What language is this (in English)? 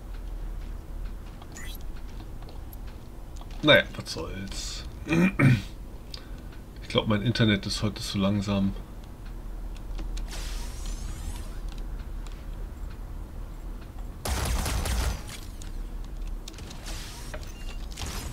German